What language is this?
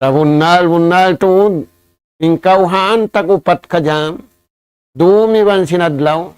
Tausug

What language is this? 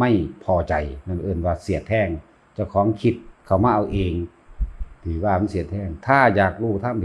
Northeastern Thai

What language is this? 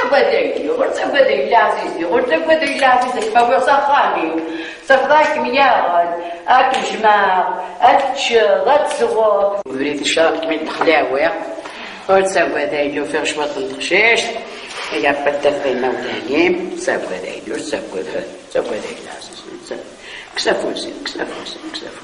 Kabyle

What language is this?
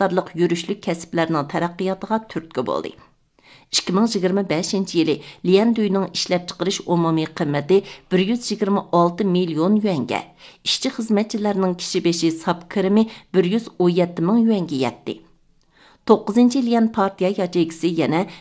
Uyghur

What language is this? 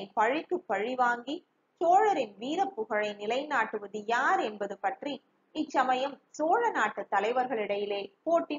Tamil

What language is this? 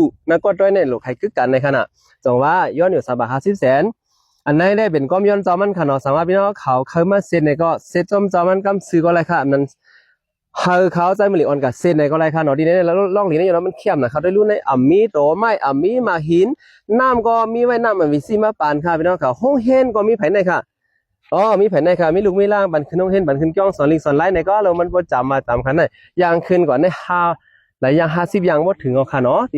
Shan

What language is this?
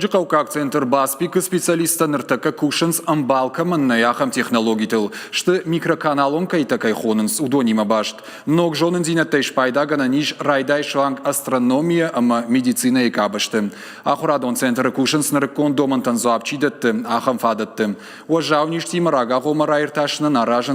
Ossetic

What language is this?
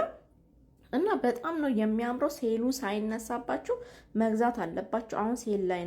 Amharic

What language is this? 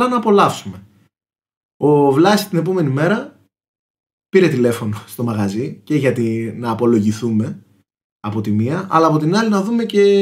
Greek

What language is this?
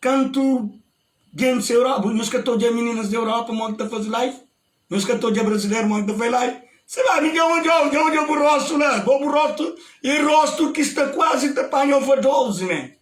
Kabuverdianu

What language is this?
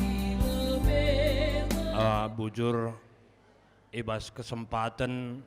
Batak Karo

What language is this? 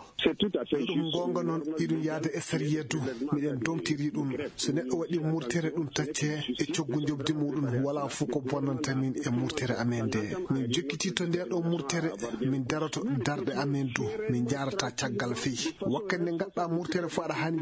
Fula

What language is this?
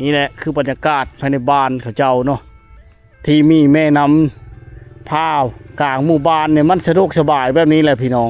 Lao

